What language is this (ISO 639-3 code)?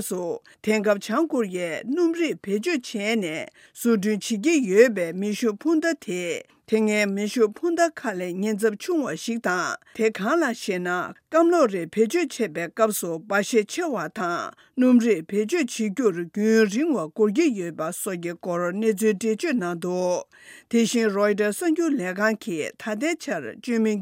bod